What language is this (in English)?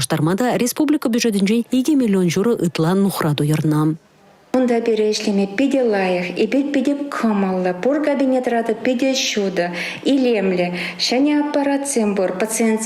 Chuvash